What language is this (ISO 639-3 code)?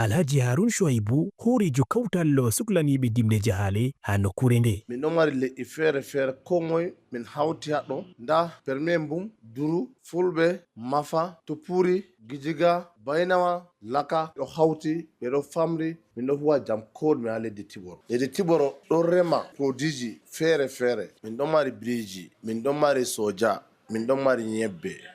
ful